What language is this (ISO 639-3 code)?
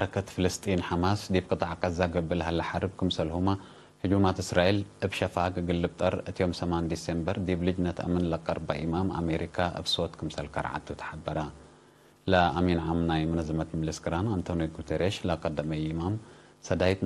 tig